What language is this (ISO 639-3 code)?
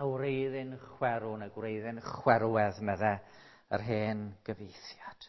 cym